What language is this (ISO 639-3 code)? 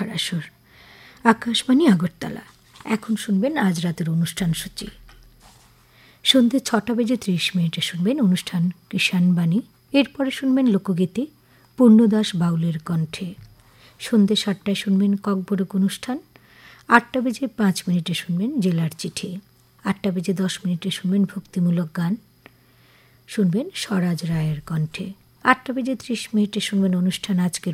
ben